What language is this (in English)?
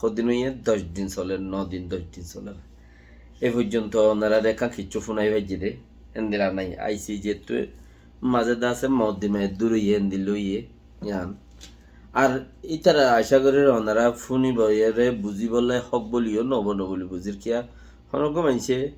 Rohingya